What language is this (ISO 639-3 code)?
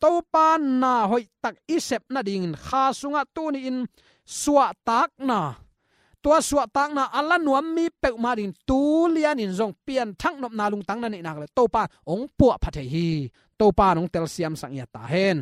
ctd